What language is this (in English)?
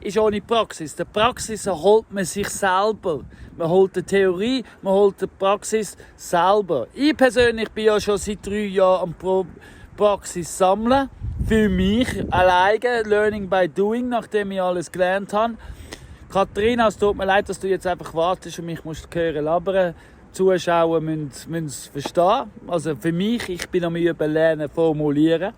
Swiss German